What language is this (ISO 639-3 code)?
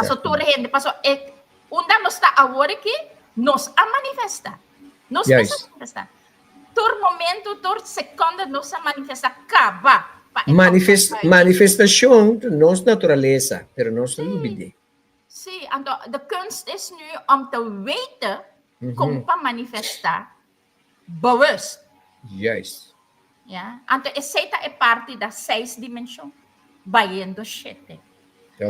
pap